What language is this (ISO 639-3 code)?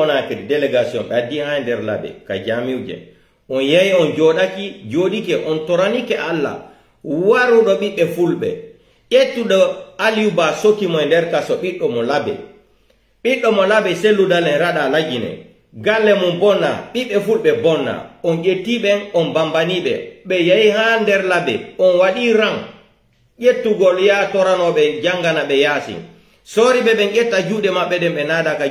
fuf